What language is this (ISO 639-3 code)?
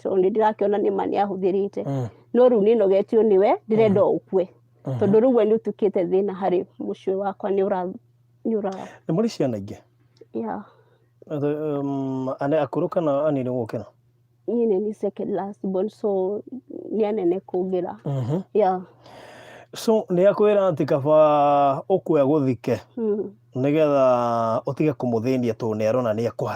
kik